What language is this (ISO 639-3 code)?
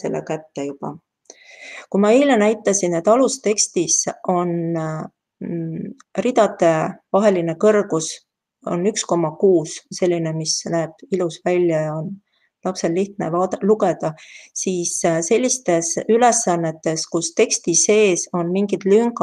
est